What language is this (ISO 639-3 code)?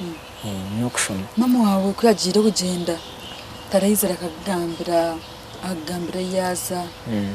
nyn